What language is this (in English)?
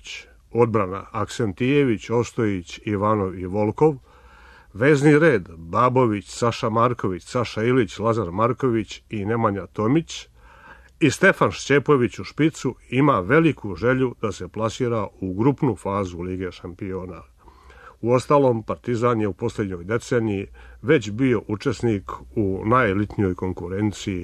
Serbian